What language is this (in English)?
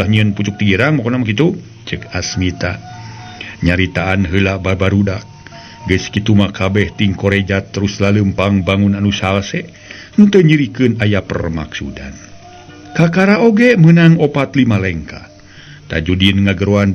Sundanese